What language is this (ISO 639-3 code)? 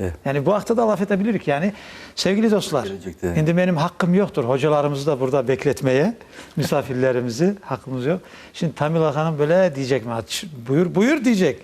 crh